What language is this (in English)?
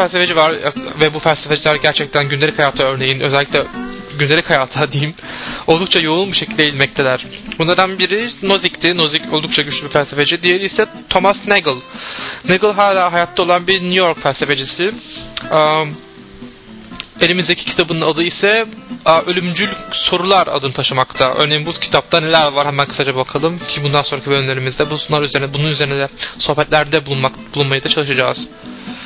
Turkish